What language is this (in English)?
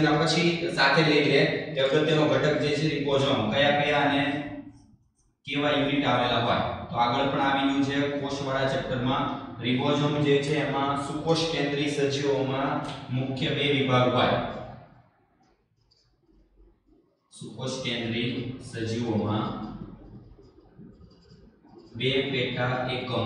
Gujarati